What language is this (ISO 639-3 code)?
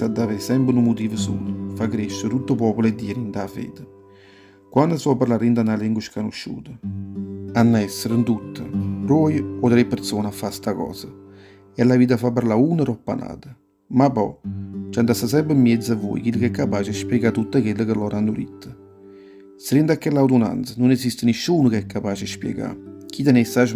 nap